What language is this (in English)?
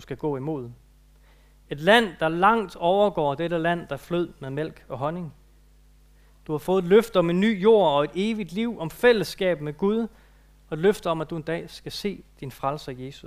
Danish